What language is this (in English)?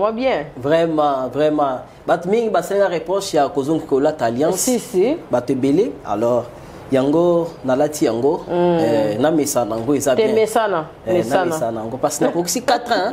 Lingala